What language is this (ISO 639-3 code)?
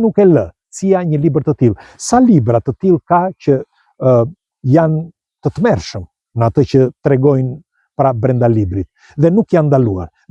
sqi